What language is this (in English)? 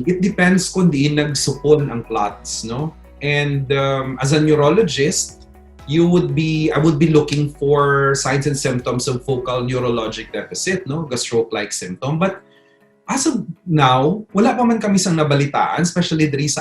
Hiligaynon